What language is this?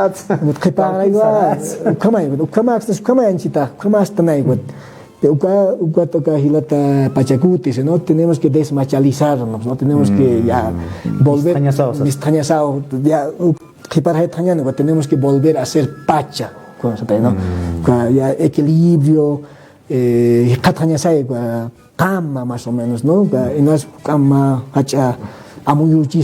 Aymara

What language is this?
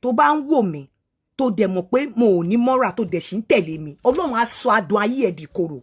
Yoruba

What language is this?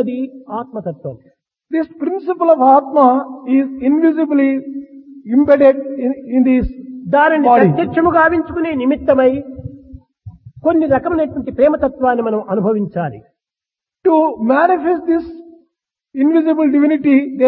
Telugu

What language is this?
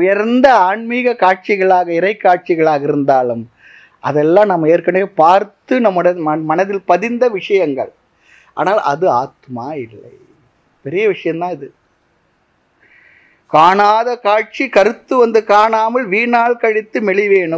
Tamil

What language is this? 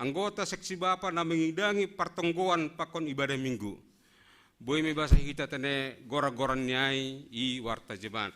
Batak Simalungun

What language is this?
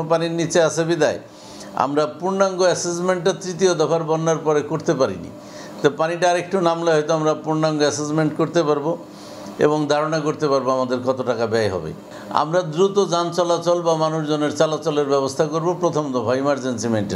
Bangla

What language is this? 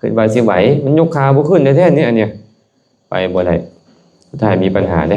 Lao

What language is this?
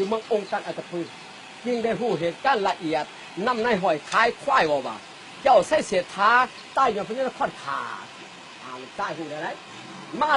Lao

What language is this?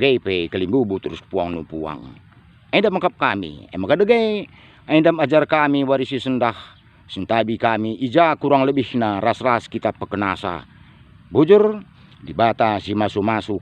Batak Karo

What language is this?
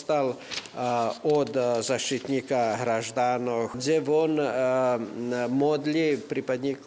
Rusyn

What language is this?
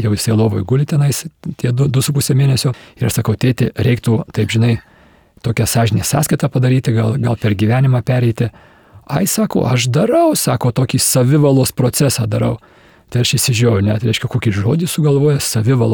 Lithuanian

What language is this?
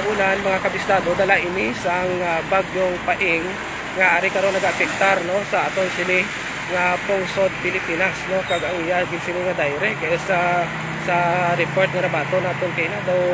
Hiligaynon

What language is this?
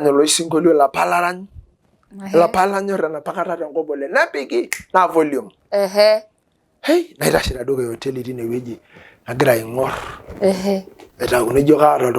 Masai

